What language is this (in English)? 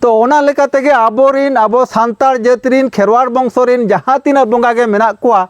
Santali